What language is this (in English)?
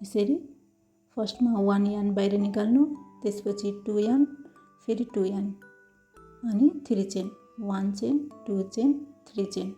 Nepali